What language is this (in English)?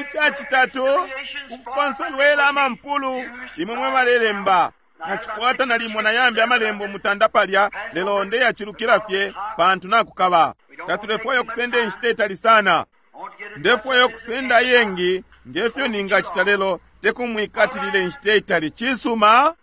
Bemba